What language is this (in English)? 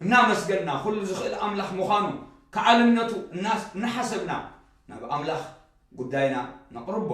Tigrinya